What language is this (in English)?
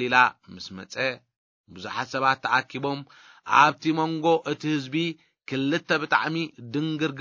Tigrinya